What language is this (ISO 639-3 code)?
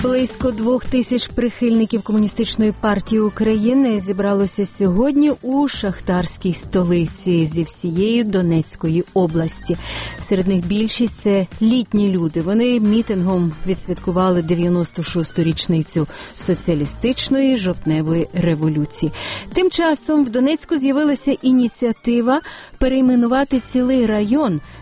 ukr